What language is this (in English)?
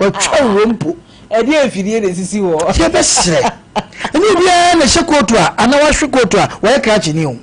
Akan